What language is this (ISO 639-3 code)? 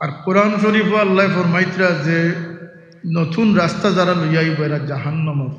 syl